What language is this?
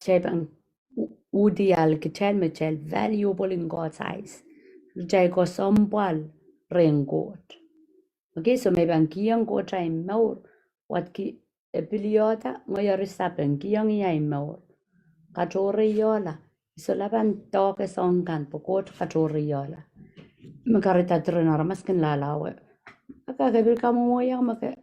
Pohnpeian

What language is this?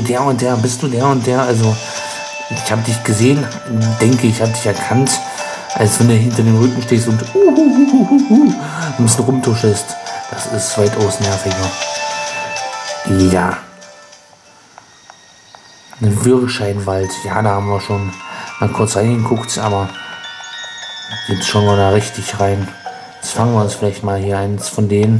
German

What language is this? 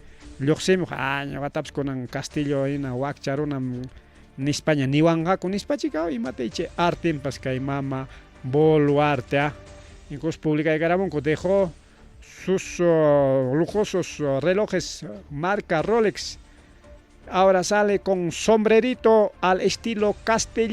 Ayacucho Quechua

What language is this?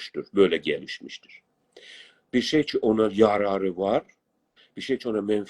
South Azerbaijani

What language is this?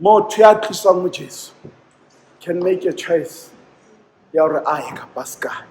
Southern Sotho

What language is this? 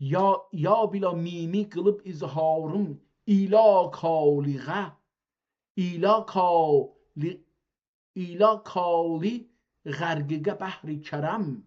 South Azerbaijani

